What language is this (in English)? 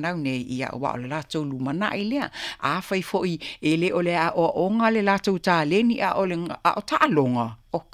Samoan